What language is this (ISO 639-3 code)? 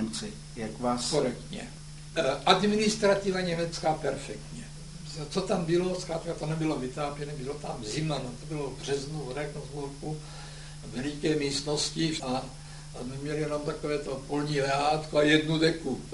ces